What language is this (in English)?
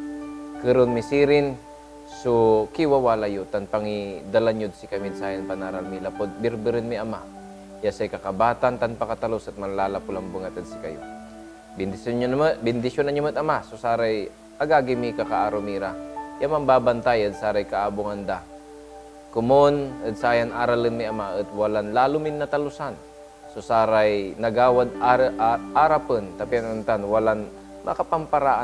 Pangasinan